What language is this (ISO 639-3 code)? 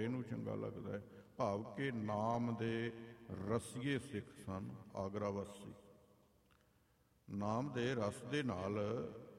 pan